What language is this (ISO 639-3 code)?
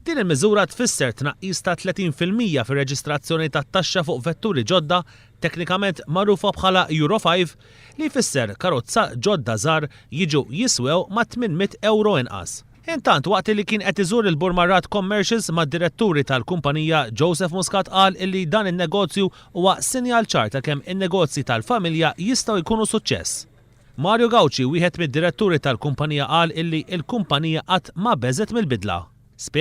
mlt